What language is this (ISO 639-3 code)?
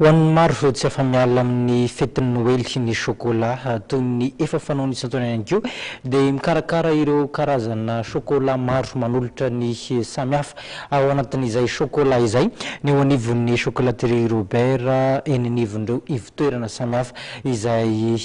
mlg